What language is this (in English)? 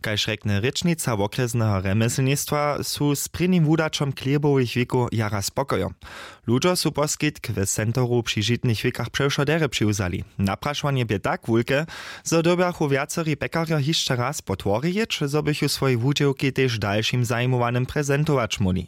Upper Sorbian